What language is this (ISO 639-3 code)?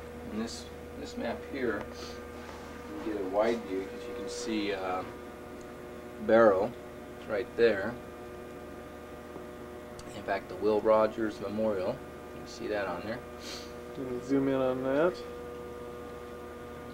eng